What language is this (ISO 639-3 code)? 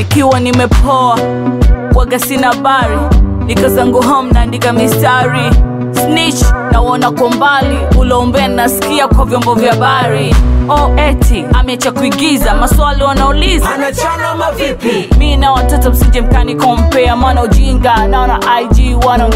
swa